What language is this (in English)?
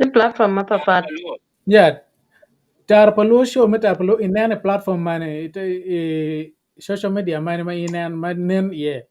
Acoli